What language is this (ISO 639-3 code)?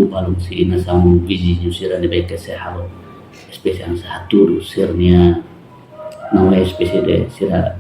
tet